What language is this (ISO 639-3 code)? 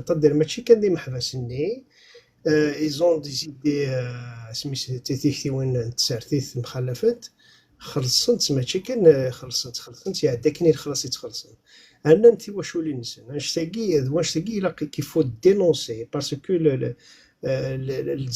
kab